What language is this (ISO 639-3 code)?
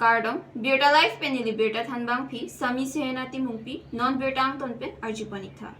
mjw